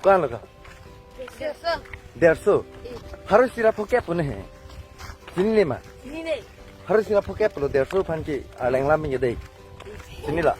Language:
Karbi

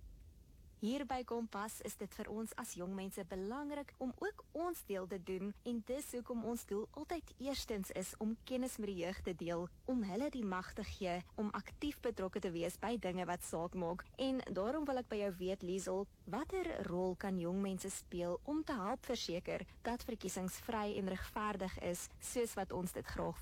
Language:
Afrikaans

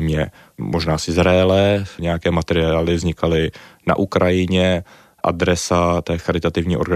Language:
Czech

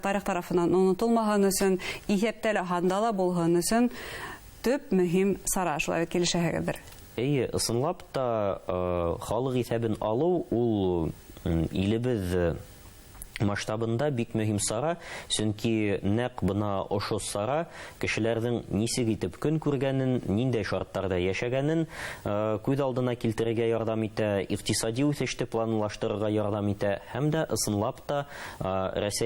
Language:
Bashkir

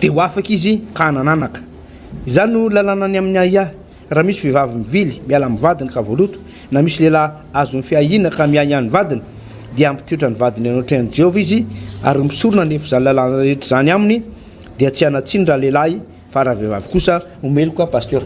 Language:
Malagasy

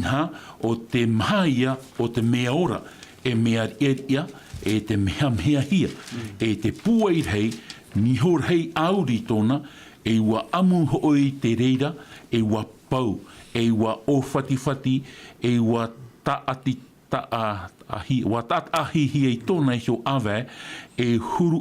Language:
Tahitian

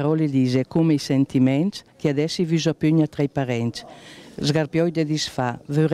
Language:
Lombard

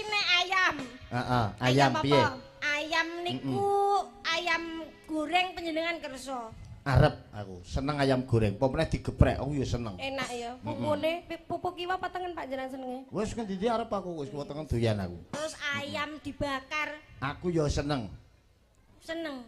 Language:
Javanese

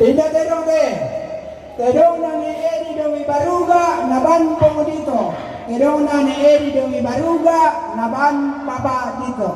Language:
Toraja-Sa'dan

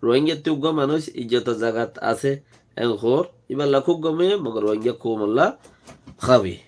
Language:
Rohingya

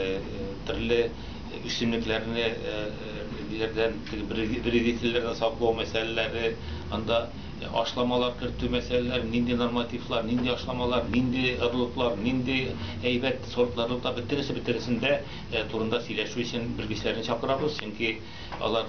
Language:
Tatar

